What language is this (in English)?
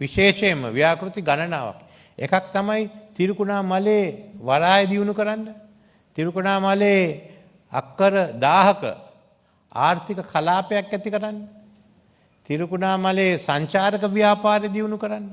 Sinhala